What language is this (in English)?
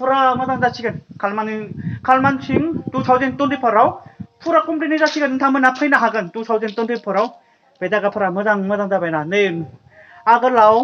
Bodo